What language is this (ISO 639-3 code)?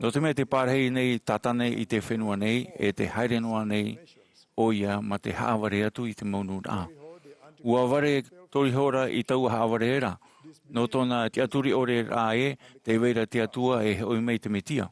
tah